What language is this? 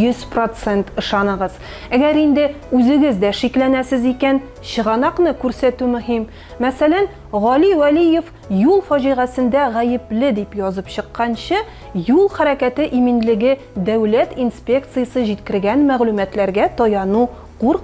Tatar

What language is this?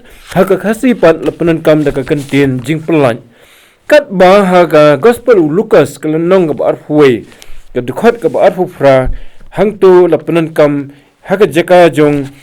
Khasi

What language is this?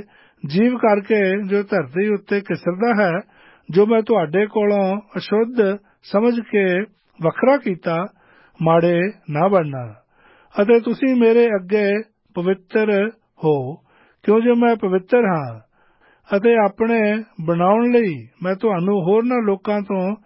Punjabi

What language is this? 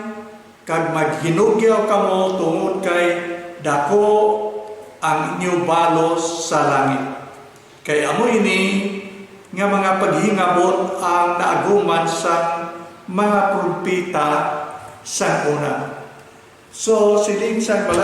Hiligaynon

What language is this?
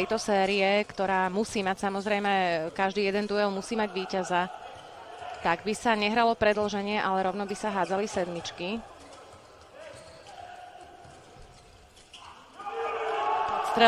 Slovak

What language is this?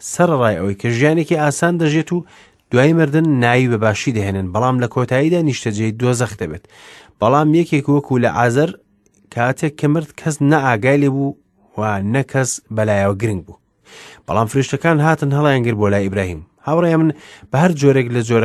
Central Kurdish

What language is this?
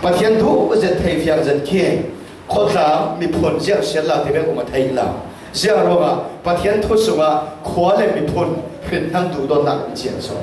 Falam Chin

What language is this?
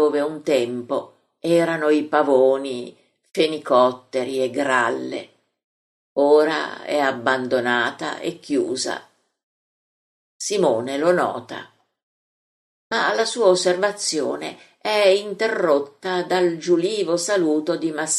Italian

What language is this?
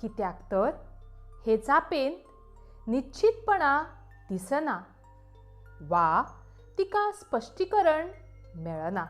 Konkani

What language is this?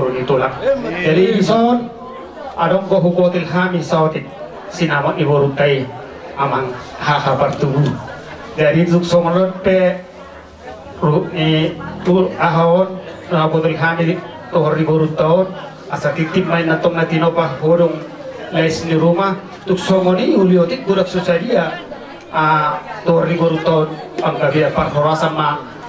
Batak Toba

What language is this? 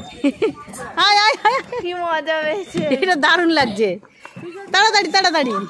Bangla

